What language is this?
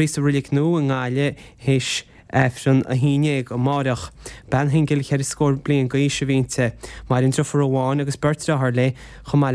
Irish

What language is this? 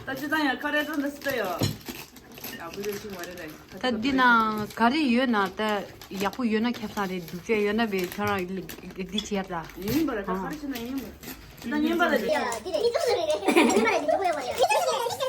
Tibetan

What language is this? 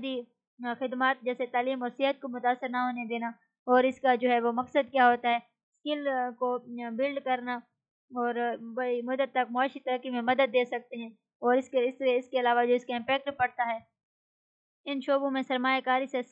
Urdu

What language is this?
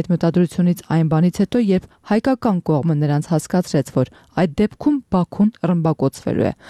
Armenian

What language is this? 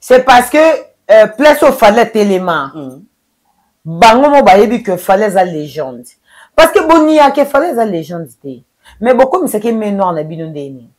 Lingala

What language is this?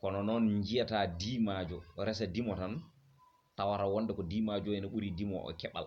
Fula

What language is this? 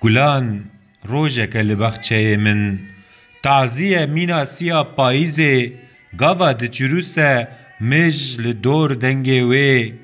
Kurdish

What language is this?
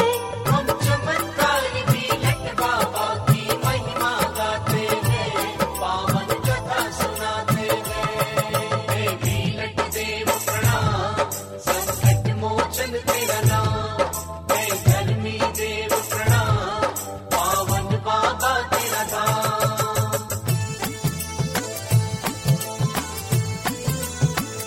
Hindi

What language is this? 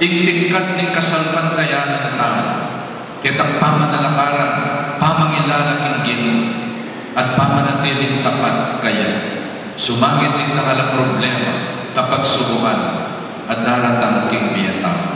Pampanga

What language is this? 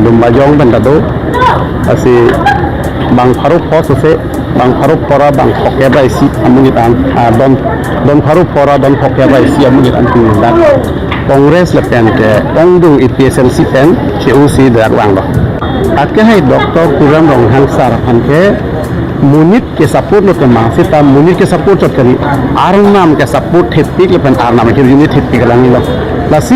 Karbi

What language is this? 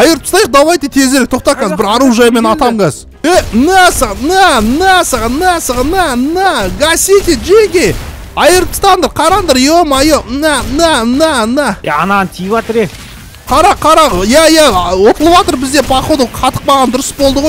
Kazakh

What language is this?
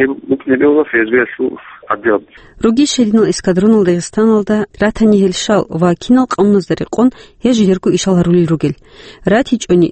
Avaric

